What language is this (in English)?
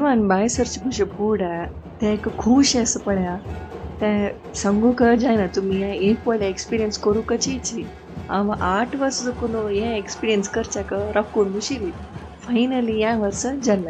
Konkani